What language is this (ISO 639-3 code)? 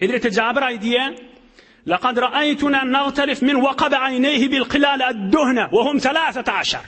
tuk